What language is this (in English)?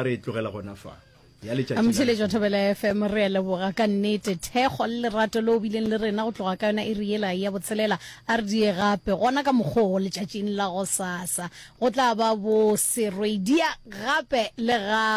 Northern Sotho